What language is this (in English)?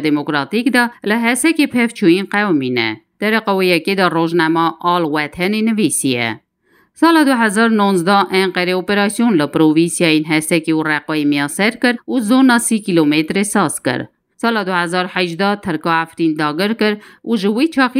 Kurdish